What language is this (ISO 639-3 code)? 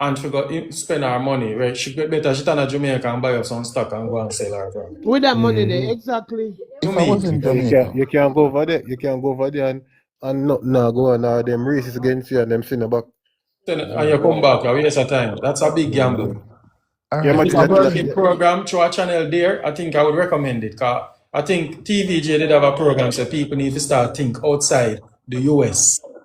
jam